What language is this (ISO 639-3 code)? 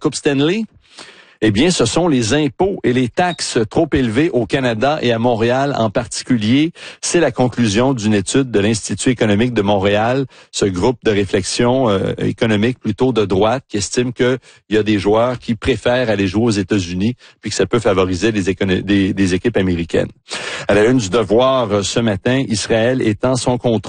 fra